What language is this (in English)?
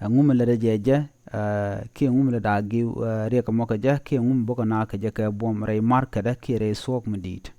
Nuer